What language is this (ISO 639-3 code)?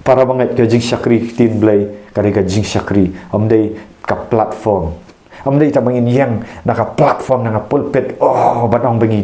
kha